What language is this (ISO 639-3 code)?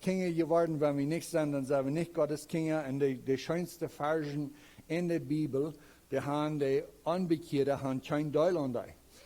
pdt